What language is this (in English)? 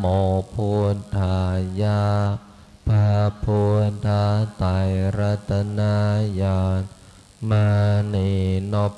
Pali